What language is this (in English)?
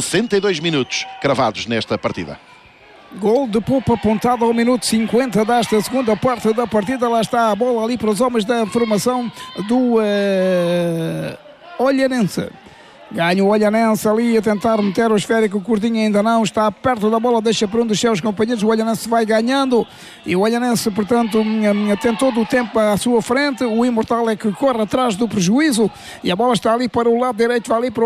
Portuguese